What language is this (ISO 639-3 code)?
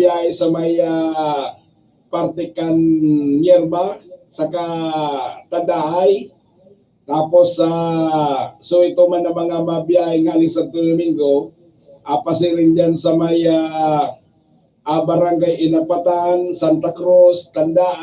bik